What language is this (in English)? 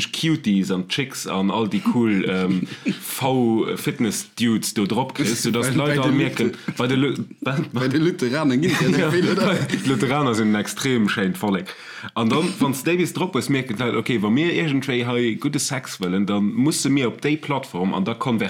Luxembourgish